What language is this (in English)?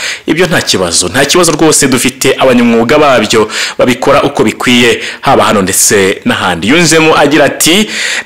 Kinyarwanda